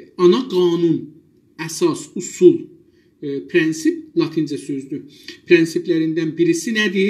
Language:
South Azerbaijani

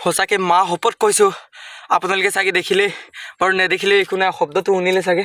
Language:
Assamese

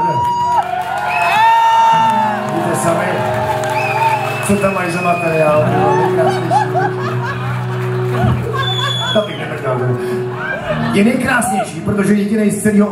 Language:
Czech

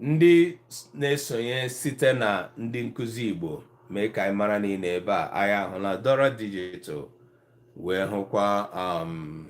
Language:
Igbo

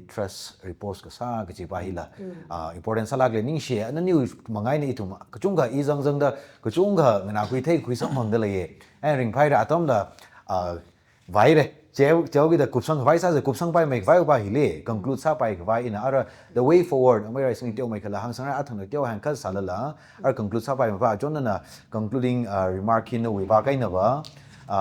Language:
Tangkhul Naga (India)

